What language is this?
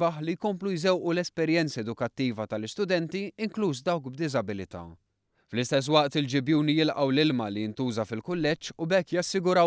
Maltese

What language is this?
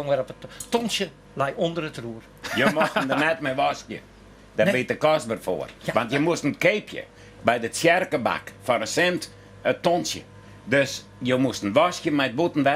Western Frisian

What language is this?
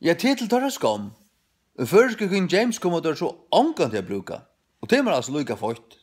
Faroese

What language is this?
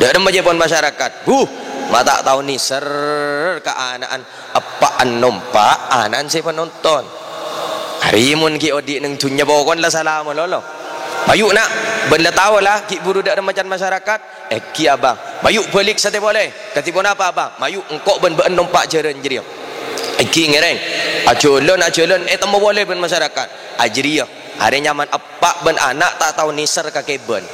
Madurese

